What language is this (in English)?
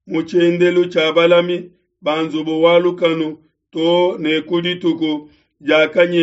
Luba-Lulua